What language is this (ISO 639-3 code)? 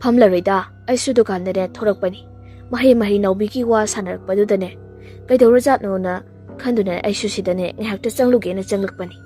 mni